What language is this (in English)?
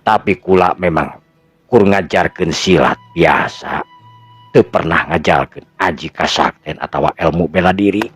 Sundanese